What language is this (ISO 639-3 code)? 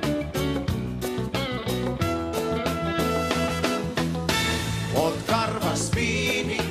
fin